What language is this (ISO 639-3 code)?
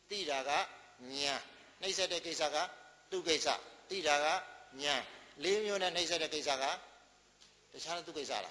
mya